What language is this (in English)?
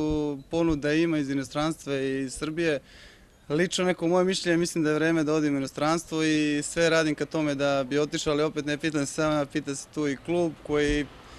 Serbian